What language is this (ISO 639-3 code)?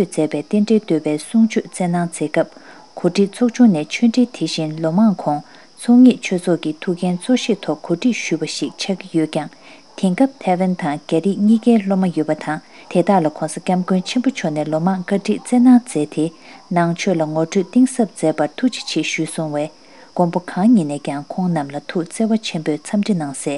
bod